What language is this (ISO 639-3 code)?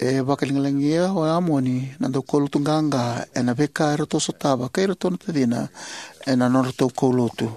fij